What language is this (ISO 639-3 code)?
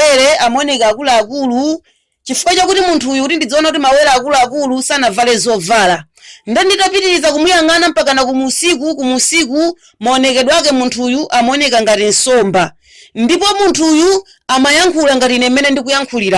nya